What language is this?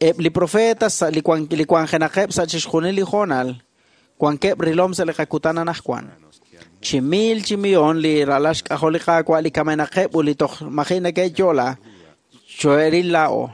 Kekchí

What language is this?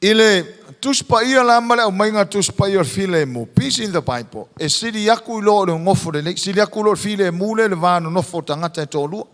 Samoan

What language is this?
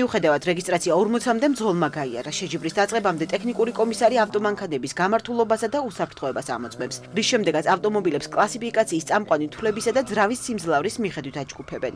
Georgian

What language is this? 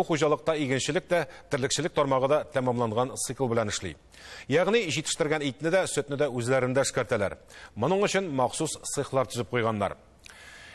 Tatar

